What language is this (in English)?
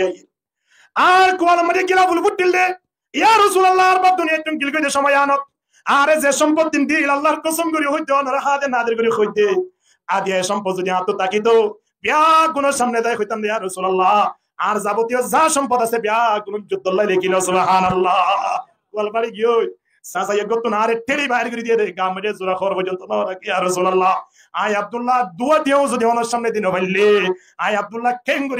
Rohingya